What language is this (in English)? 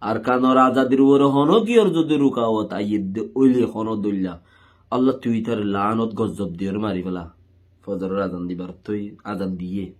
Rohingya